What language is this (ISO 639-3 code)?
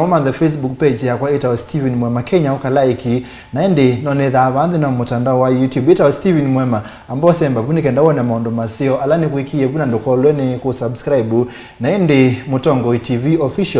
kam